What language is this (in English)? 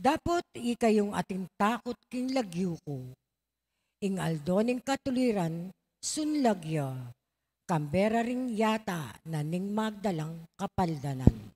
Pampanga